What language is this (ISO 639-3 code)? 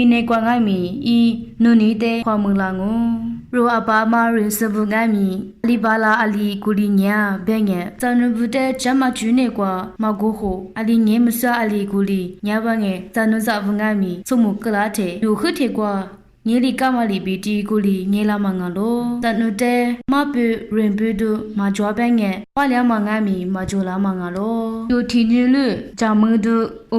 lis